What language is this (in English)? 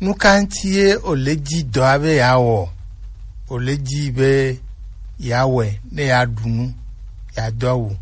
Gen